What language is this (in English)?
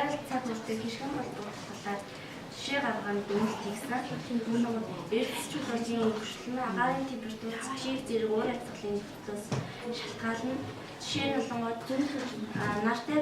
Mongolian